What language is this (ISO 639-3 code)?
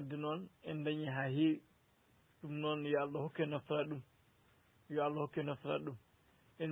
ful